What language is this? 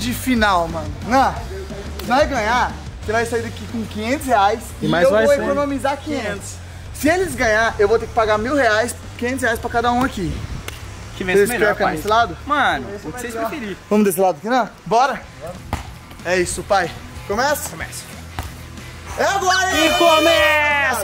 Portuguese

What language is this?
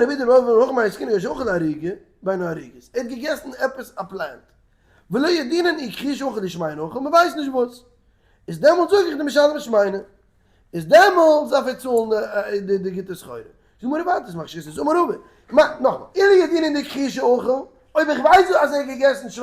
Yiddish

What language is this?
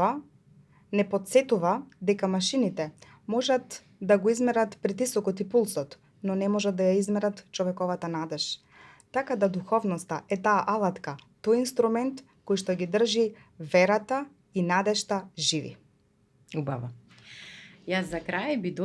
Macedonian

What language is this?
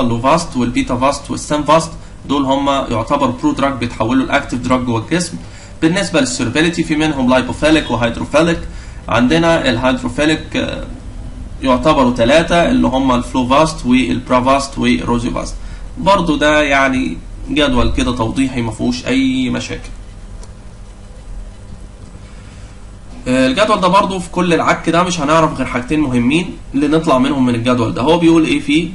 Egyptian Arabic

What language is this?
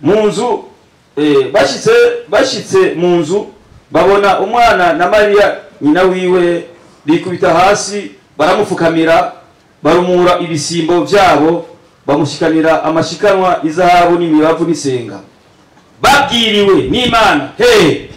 Rundi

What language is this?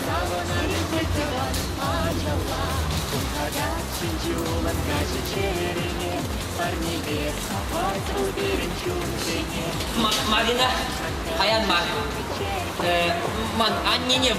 Chuvash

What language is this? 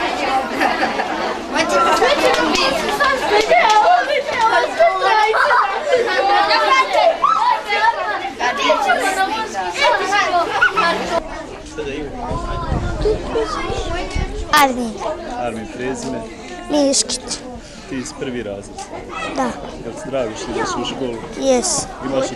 Bosnian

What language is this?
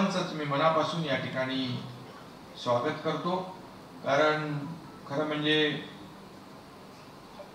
Marathi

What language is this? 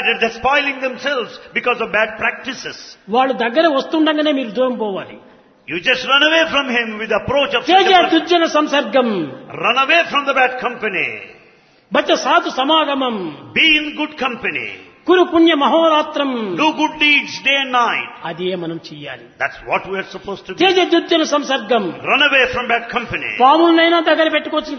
Telugu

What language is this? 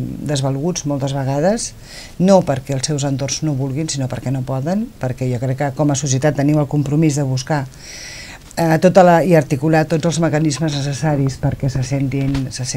Catalan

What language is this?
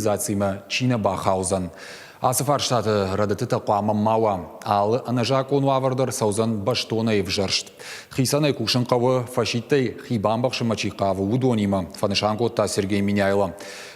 Ossetic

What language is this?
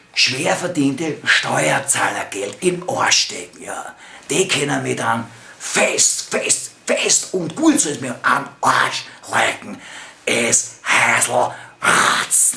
Bavarian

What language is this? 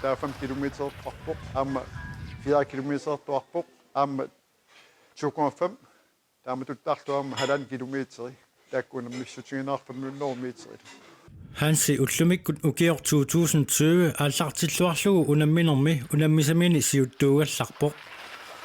Kalaallisut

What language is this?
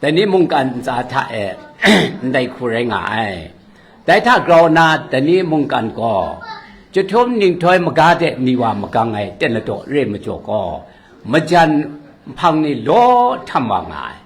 Kachin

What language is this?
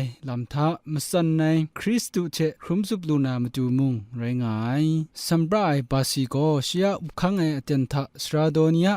Kachin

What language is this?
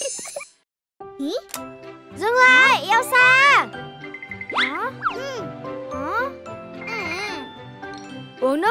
Vietnamese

